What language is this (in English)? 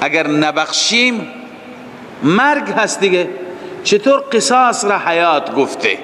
Persian